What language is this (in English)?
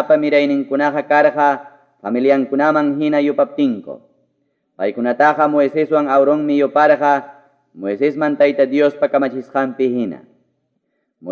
Ayacucho Quechua